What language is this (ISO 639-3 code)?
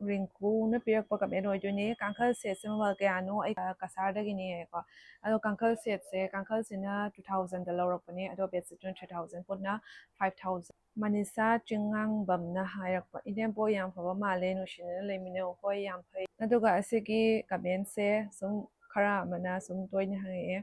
mni